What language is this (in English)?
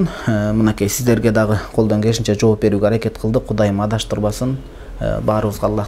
Kyrgyz